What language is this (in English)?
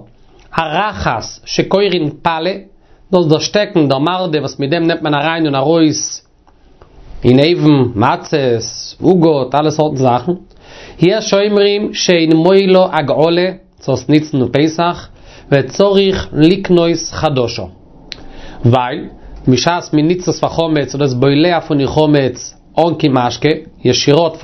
Yiddish